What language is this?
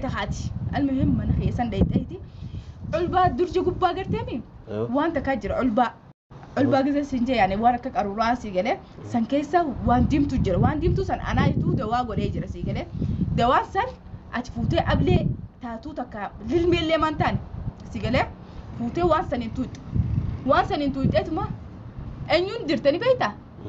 Oromo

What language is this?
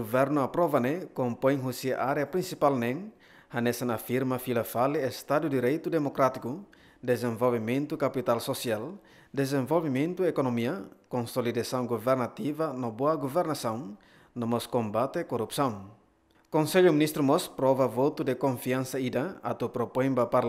Tetum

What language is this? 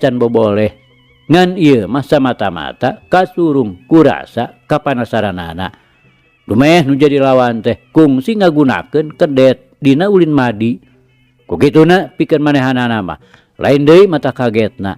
Sundanese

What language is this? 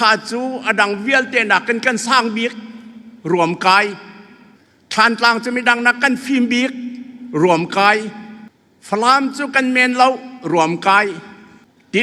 Falam Chin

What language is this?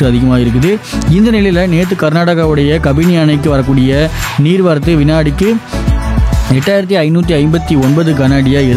Tamil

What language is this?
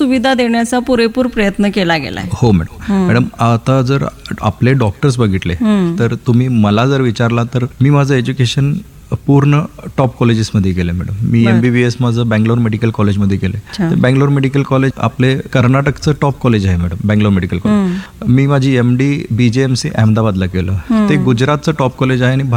Marathi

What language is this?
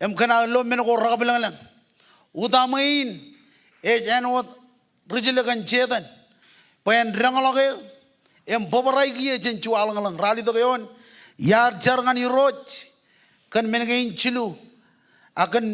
Marshallese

